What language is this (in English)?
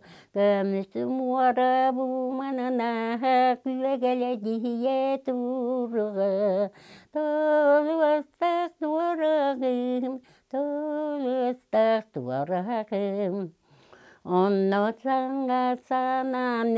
Yakut